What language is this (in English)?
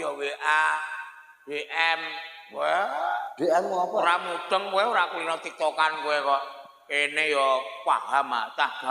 Javanese